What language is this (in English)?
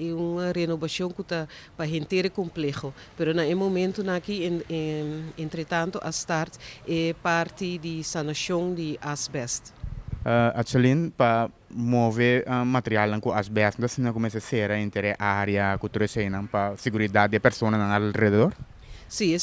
Papiamento